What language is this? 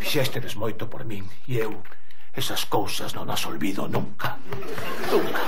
Galician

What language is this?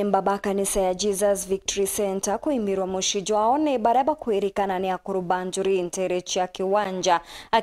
Meru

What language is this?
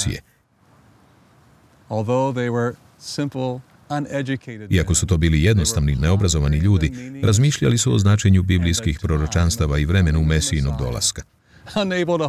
Croatian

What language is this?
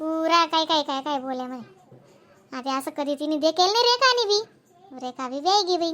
Khandesi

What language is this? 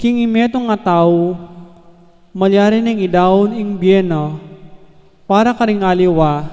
Pampanga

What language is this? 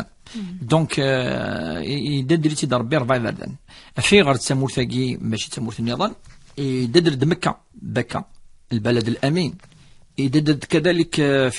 Kabyle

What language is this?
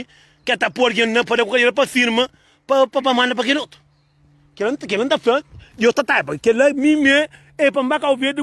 Kabuverdianu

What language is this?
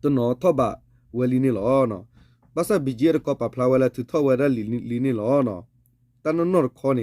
S'gaw Karen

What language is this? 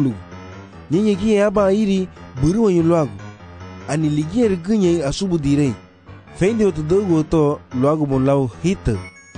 Garifuna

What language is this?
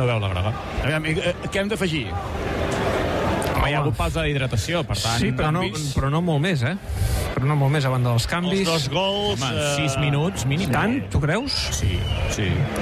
Catalan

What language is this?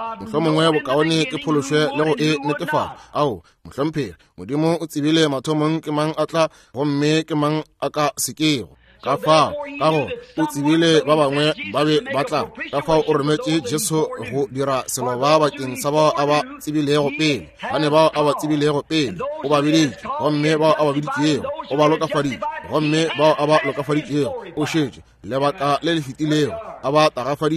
Northern Sotho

